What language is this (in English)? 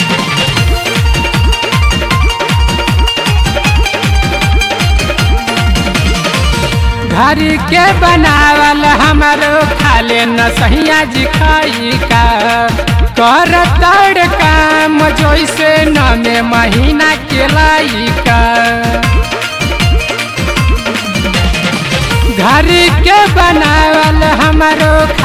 Bhojpuri